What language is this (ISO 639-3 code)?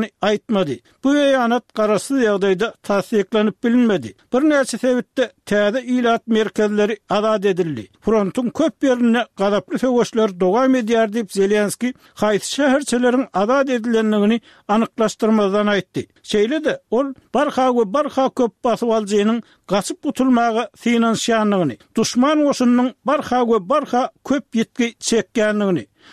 tuk